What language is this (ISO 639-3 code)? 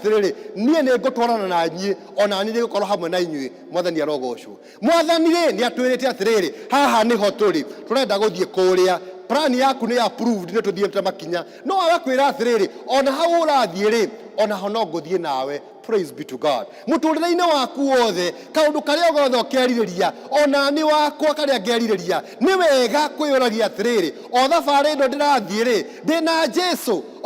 kik